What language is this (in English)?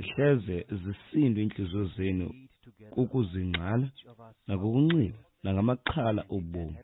Xhosa